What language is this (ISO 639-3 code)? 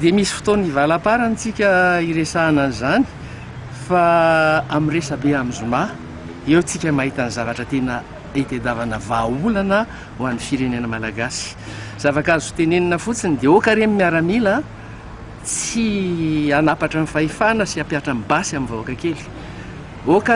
mlg